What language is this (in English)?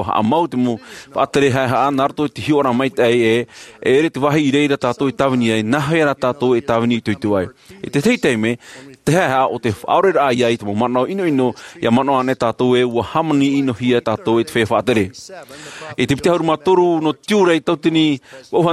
Tahitian